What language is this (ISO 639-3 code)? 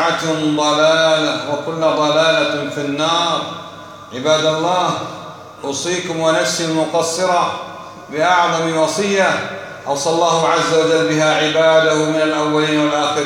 ara